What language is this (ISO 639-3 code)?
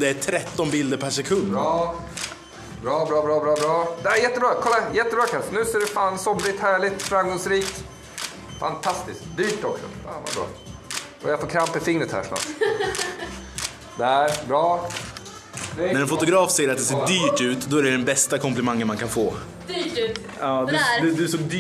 swe